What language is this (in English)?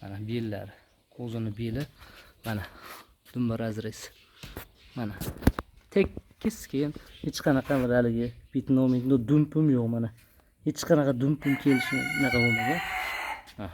Uzbek